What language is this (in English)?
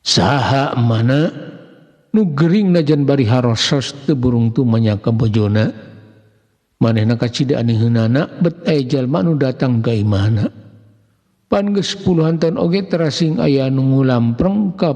Sundanese